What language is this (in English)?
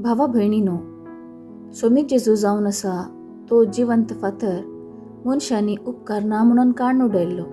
Konkani